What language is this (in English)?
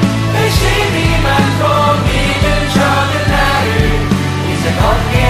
Korean